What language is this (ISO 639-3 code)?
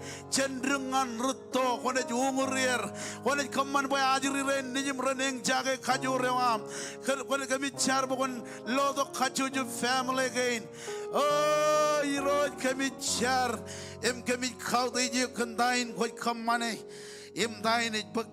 mah